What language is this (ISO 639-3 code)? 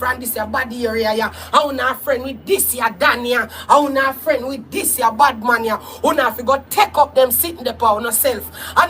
jam